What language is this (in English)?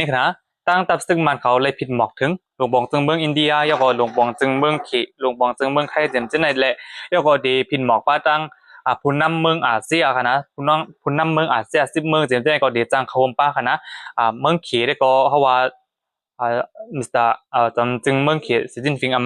Shan